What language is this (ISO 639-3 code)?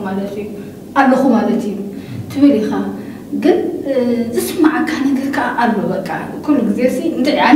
tir